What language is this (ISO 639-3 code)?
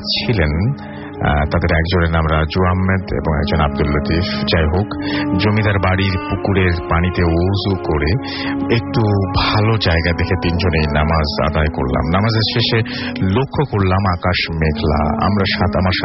ben